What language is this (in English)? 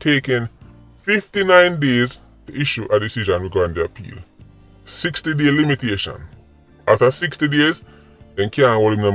Jamaican Creole English